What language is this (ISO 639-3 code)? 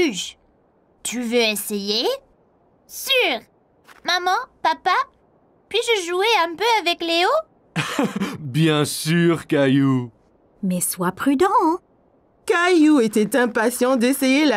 fra